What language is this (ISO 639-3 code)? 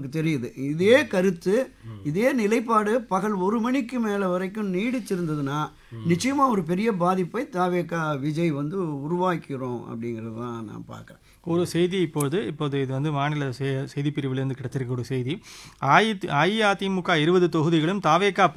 tam